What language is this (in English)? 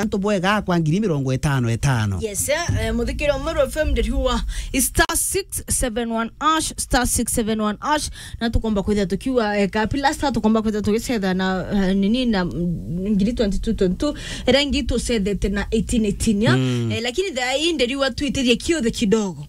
Meru